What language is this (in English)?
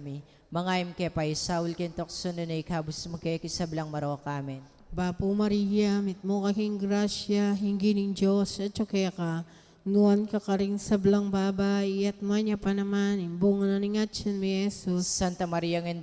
Pampanga